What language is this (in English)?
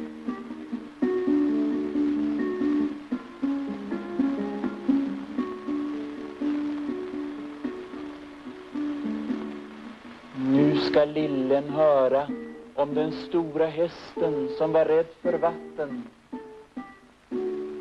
Swedish